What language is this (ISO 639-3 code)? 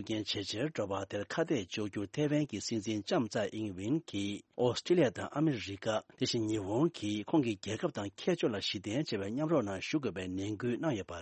bod